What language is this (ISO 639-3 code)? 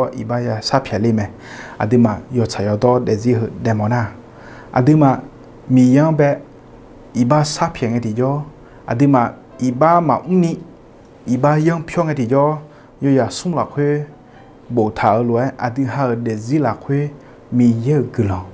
ahk